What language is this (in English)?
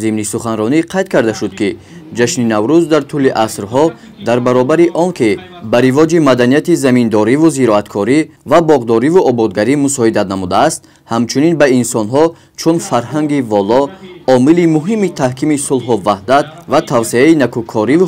Tajik